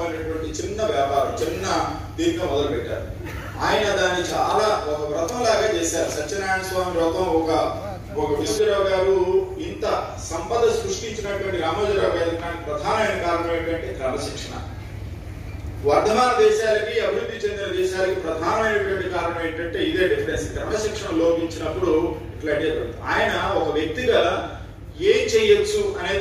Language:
Telugu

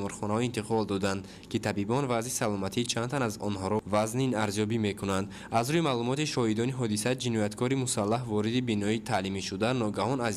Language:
Tajik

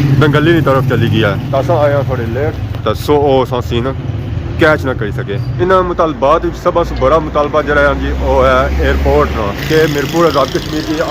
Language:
Pahari-Potwari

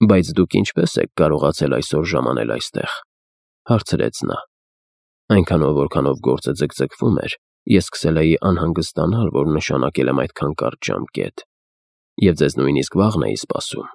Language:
Armenian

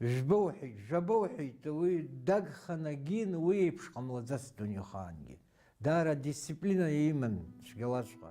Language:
Abkhazian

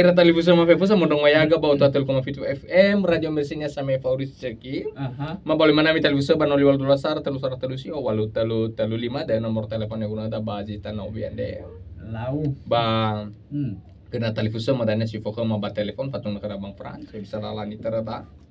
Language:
Nias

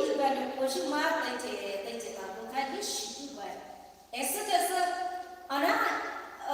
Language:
Poumei Naga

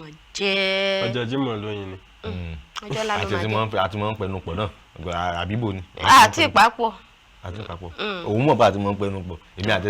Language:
Yoruba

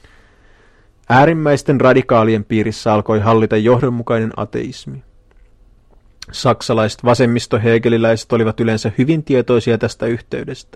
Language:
Finnish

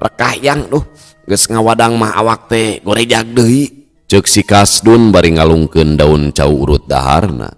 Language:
Sundanese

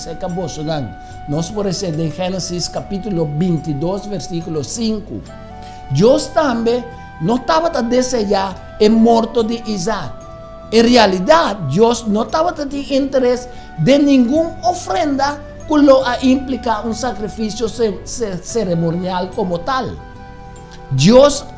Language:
Papiamento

